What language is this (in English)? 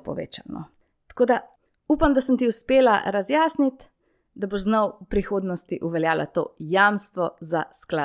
Slovenian